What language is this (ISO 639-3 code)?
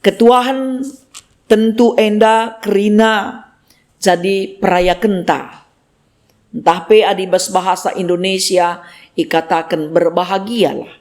btx